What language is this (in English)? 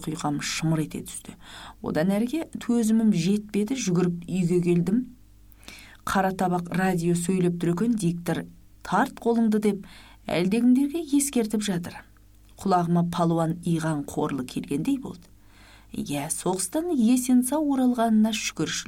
Kazakh